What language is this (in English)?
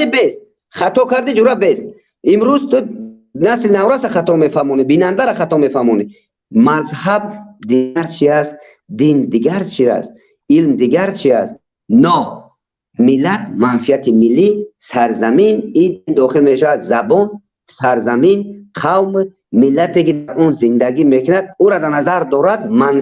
Tajik